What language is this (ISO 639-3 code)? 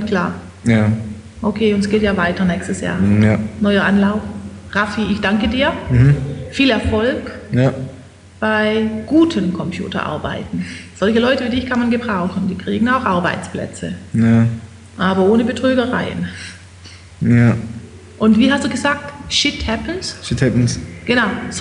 deu